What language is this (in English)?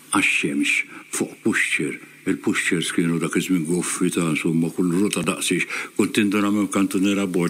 Maltese